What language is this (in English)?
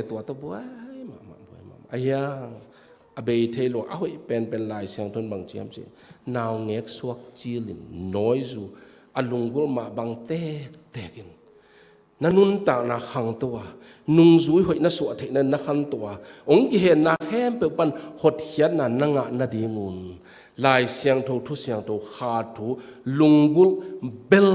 Tedim Chin